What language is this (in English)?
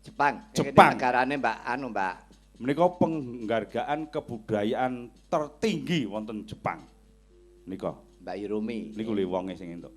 Javanese